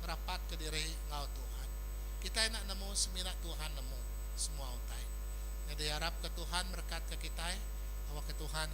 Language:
Iban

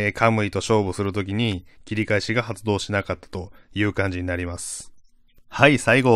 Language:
Japanese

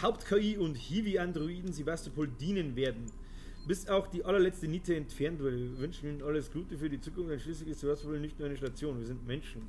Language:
Bavarian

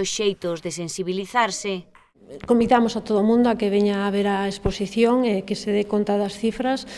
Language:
Galician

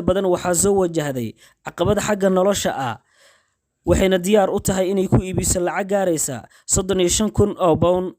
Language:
Somali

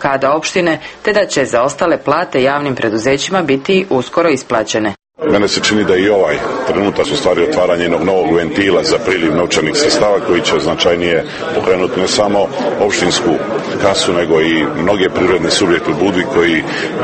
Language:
Serbian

